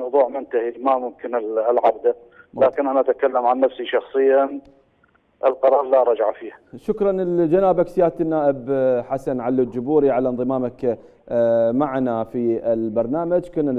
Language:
Mesopotamian Arabic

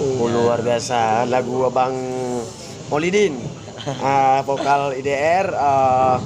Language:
Achinese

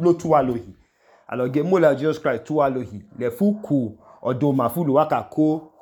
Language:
Idoma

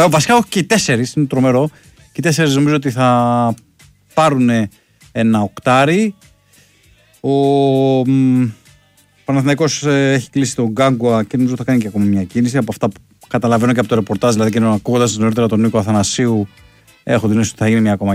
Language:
Greek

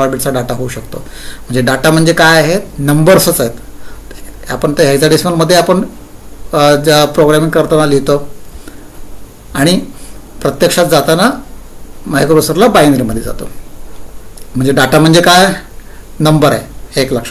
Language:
Marathi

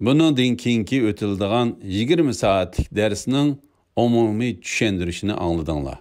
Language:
Uyghur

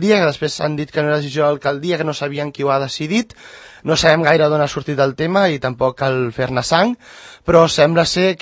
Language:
Catalan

